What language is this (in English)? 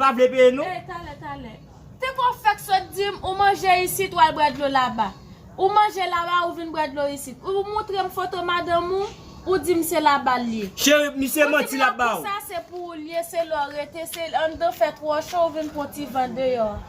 Haitian Creole